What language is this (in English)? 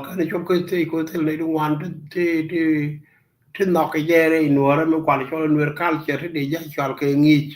Nuer